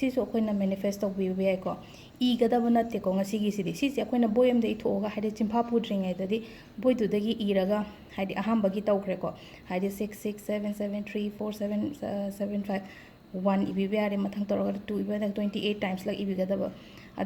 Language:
Manipuri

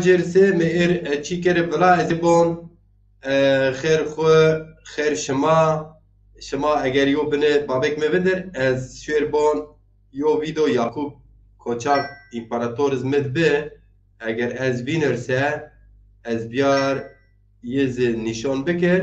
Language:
Zaza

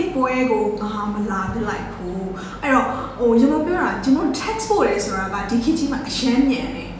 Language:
Burmese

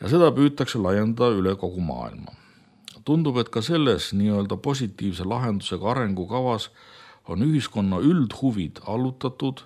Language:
Estonian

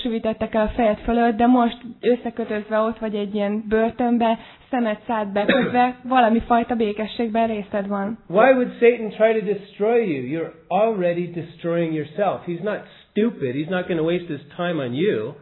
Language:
Hungarian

